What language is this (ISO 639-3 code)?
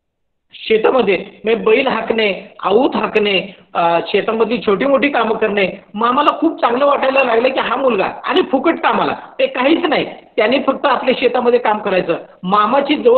mar